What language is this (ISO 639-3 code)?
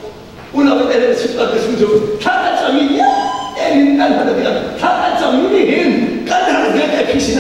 cnh